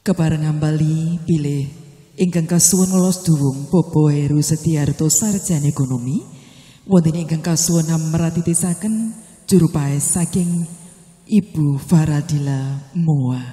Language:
Javanese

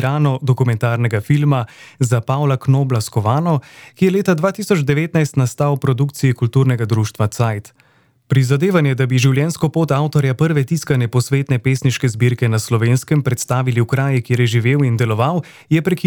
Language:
Slovenian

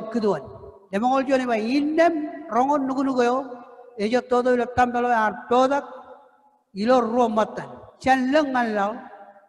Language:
Marshallese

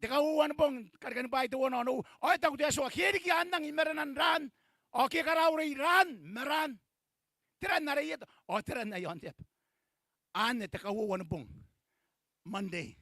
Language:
Gilbertese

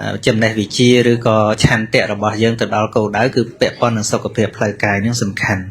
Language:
Khmer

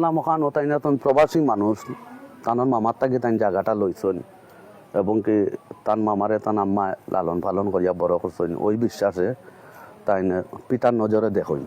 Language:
Sylheti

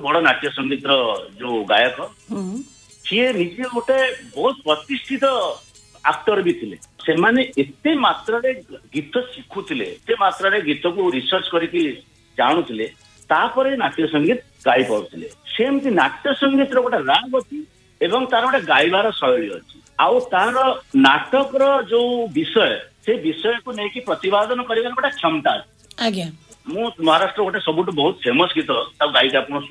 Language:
Odia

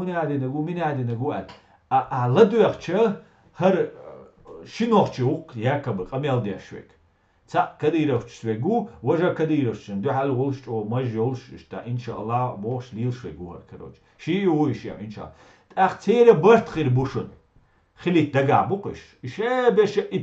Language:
Chechen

